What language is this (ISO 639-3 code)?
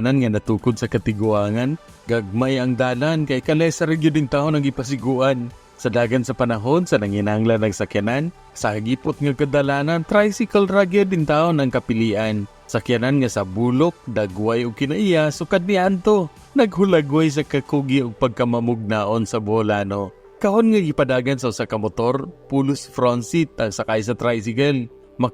ceb